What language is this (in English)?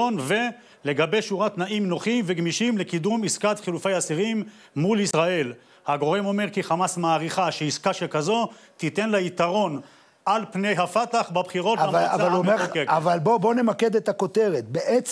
Hebrew